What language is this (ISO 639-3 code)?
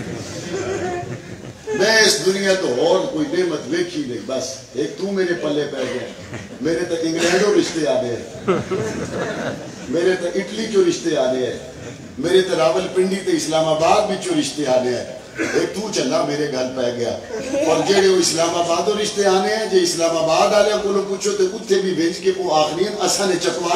urd